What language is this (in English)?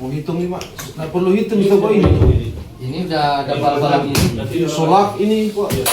Manado Malay